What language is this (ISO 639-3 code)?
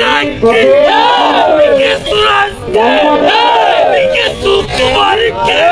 kan